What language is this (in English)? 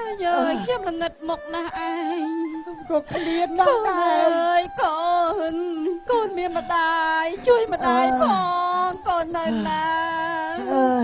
Khmer